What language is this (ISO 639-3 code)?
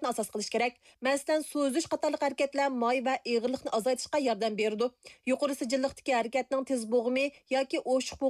uig